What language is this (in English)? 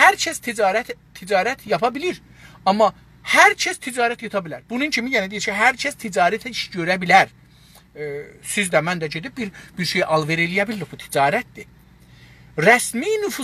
South Azerbaijani